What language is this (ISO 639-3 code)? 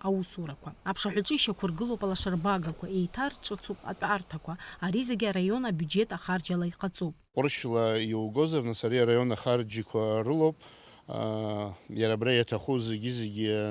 abk